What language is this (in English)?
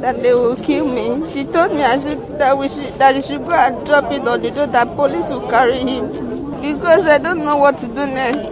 Nigerian Pidgin